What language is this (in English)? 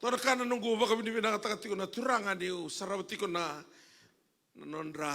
Fijian